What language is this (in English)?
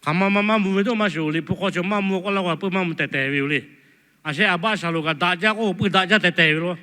Lahu